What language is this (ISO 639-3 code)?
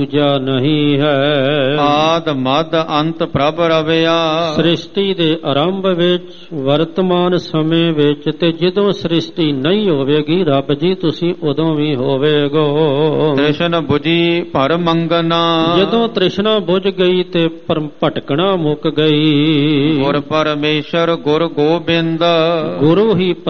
pan